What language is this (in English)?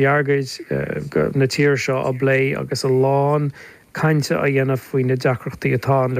Irish